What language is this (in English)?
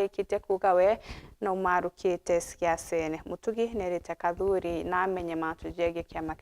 Meru